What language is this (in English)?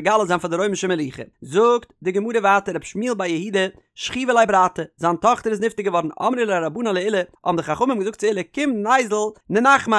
Yiddish